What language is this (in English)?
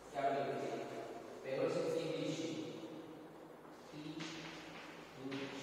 Gujarati